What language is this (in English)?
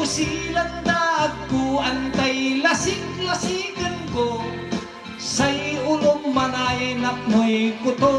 Pangasinan